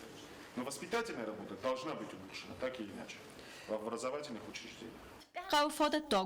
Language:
Ossetic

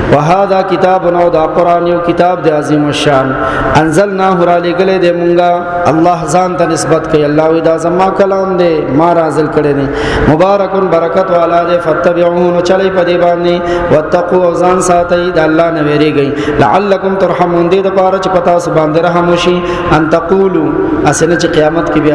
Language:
Pashto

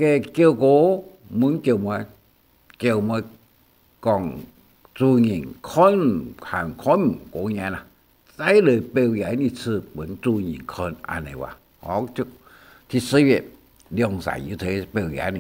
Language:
Hakka Chinese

